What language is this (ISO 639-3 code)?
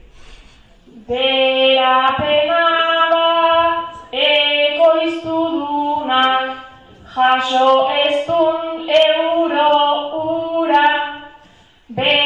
eus